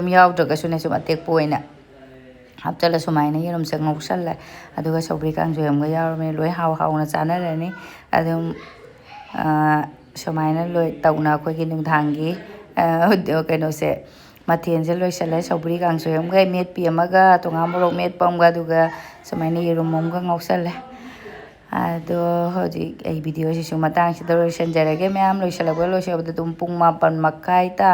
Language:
Manipuri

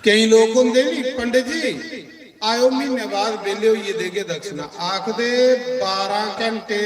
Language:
Dogri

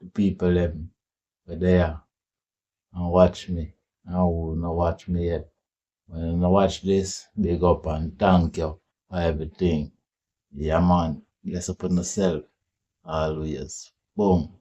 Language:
Jamaican Creole English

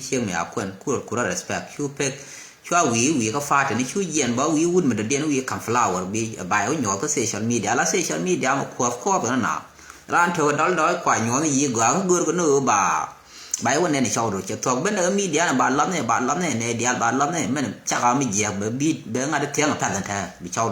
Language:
Nuer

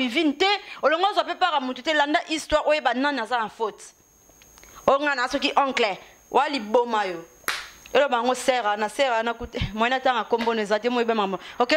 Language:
Lingala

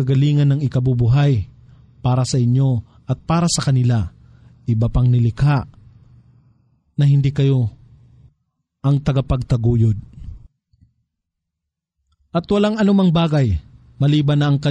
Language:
Filipino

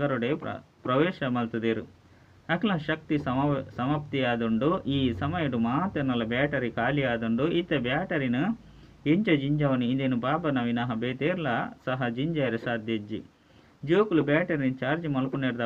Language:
Tulu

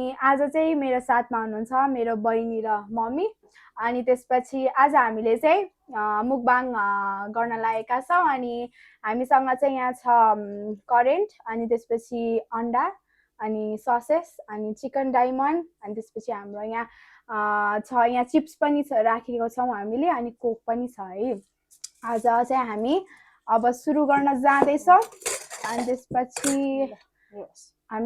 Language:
Nepali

